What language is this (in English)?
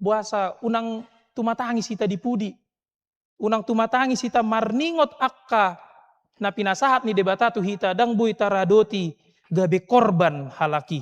Batak Toba